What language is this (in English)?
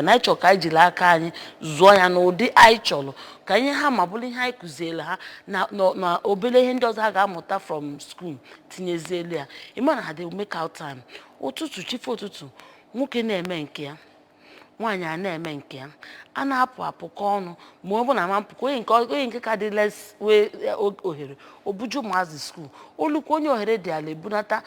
Igbo